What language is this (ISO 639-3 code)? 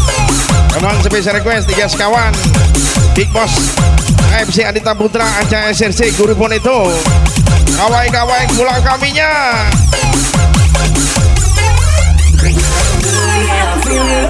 ind